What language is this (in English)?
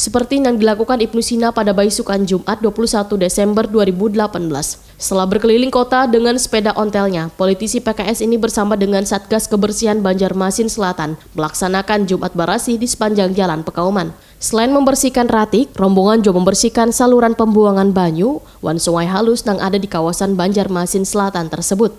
Banjar